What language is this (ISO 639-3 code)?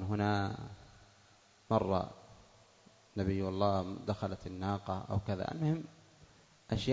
ara